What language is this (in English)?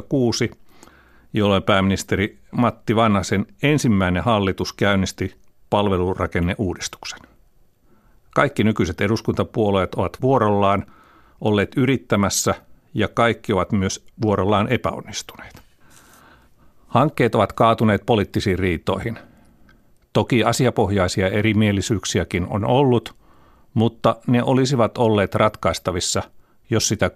Finnish